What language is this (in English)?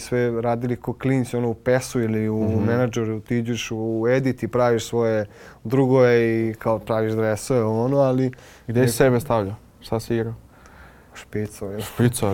Serbian